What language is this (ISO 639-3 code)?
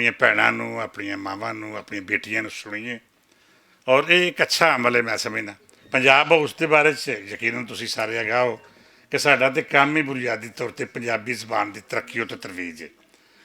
lah